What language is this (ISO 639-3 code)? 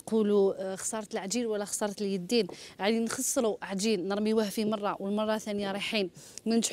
arq